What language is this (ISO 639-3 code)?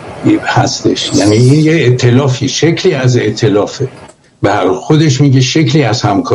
fas